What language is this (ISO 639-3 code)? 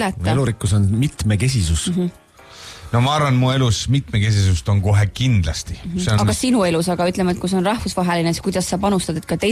est